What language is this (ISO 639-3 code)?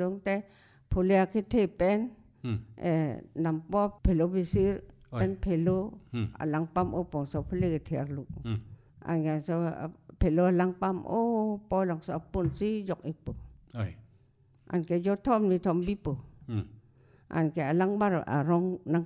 mjw